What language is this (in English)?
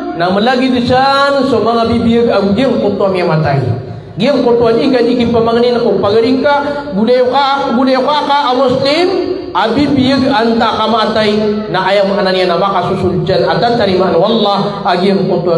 Maranao